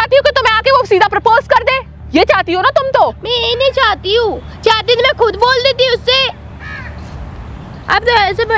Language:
Hindi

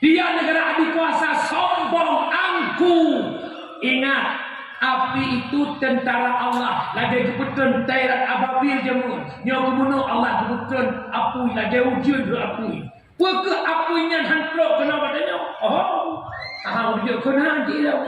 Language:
Achinese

